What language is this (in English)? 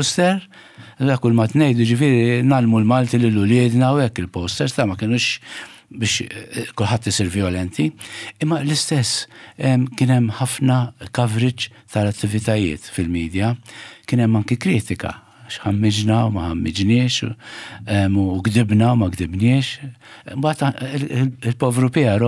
Maltese